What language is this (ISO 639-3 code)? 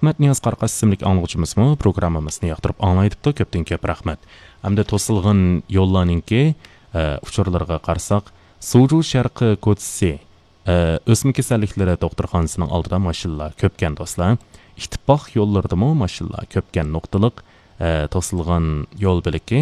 uig